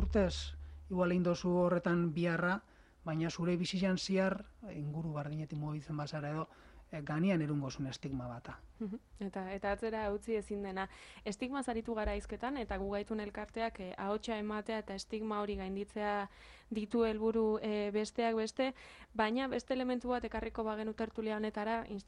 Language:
Basque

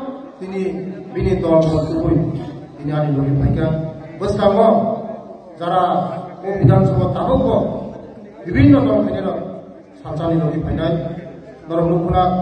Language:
Kok Borok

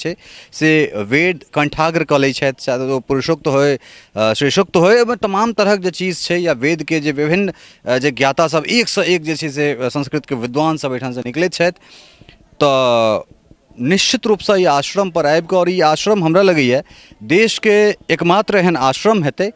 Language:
Maithili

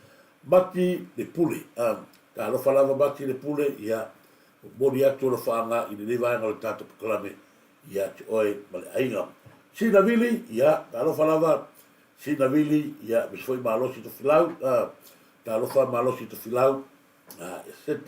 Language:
Samoan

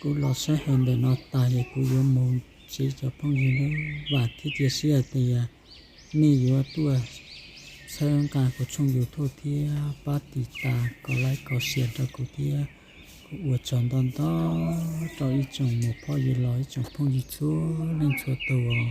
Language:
Hmong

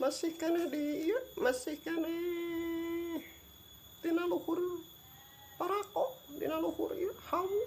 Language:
Sundanese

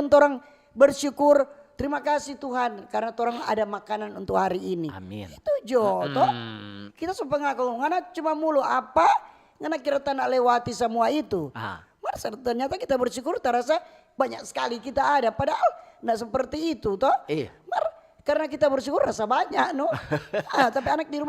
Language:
Manado Malay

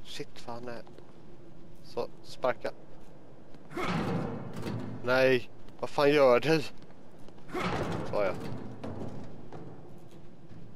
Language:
Swedish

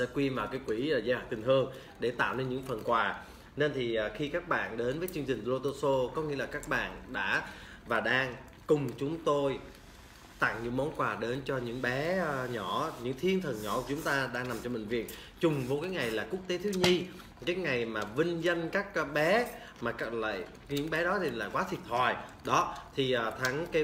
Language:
Vietnamese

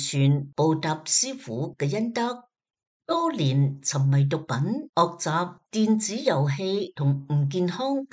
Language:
Cantonese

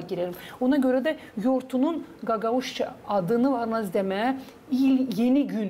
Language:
Gagauz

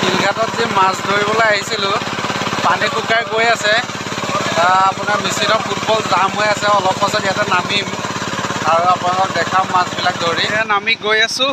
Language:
Assamese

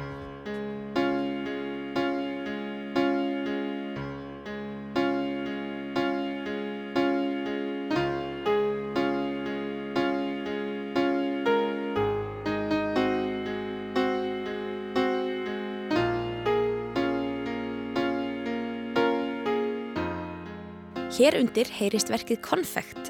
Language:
Icelandic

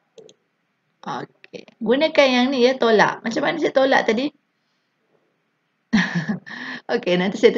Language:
Malay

